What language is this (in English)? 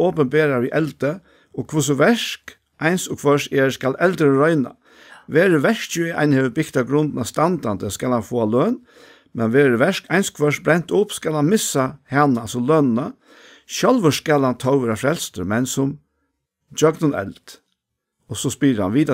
Faroese